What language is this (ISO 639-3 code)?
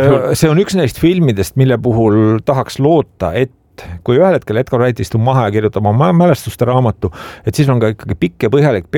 est